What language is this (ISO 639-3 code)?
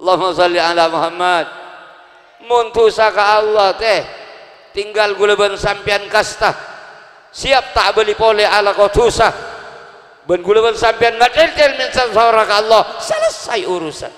mad